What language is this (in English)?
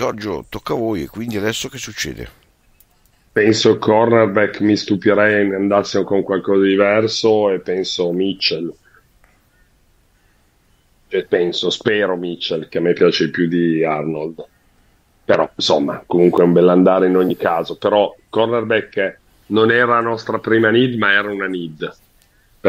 Italian